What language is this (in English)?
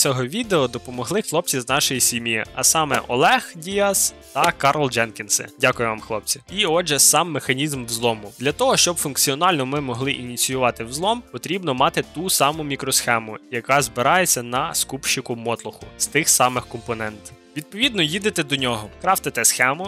Ukrainian